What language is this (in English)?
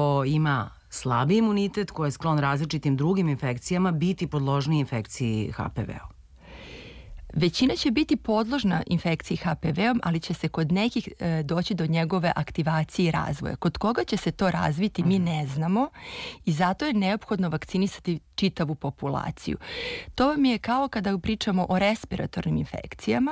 Serbian